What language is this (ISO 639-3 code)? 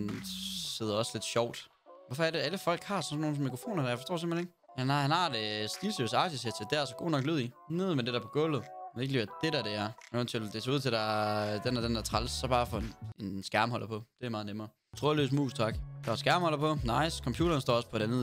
dan